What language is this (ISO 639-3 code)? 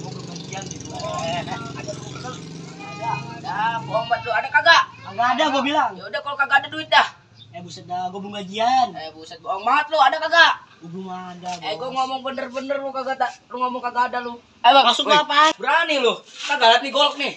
bew